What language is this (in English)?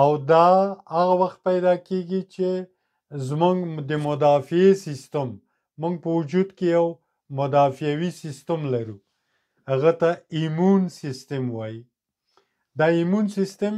Pashto